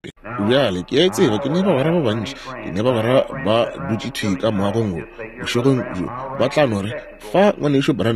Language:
Northern Sotho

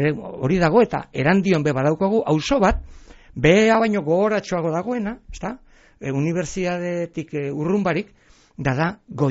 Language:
Basque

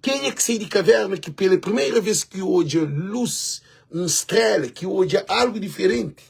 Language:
Kabuverdianu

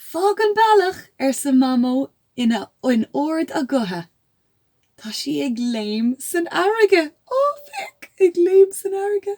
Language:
Irish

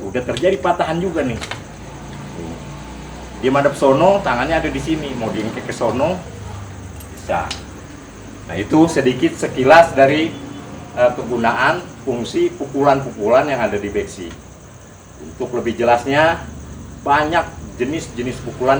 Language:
Betawi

